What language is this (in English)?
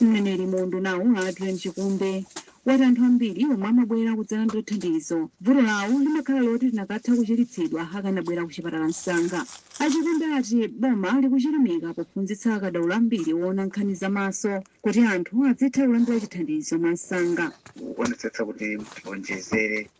Nyanja